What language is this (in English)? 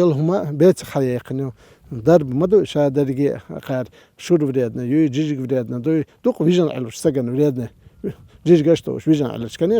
Chechen